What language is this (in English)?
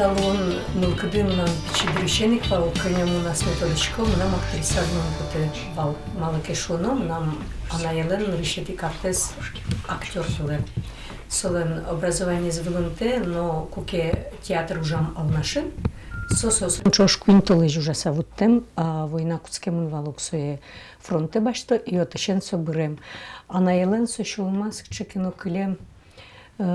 Udmurt